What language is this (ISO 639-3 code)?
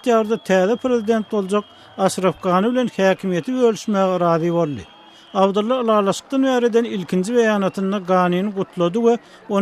tuk